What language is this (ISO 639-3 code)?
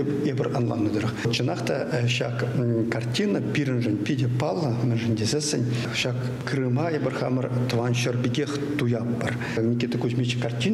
chv